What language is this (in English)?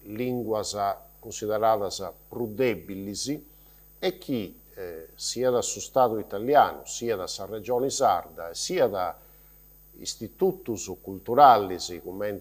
Sardinian